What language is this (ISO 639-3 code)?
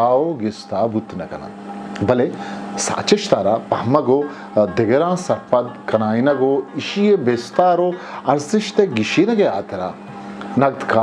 bgp